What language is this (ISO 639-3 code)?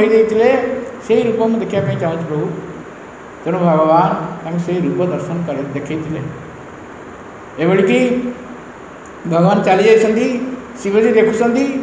ori